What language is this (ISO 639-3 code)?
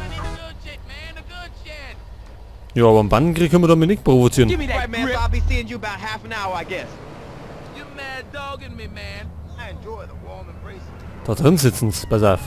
bar